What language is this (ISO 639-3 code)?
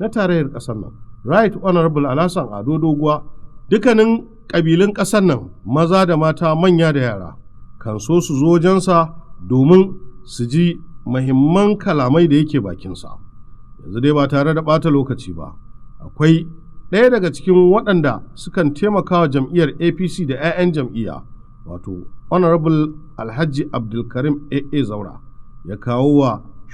hau